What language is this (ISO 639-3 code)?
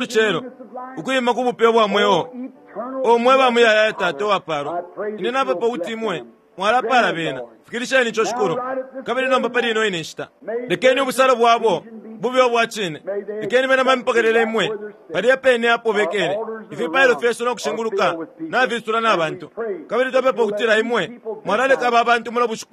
bem